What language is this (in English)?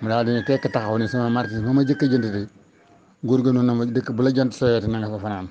Wolof